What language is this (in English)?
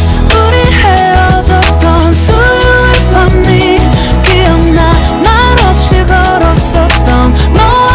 Korean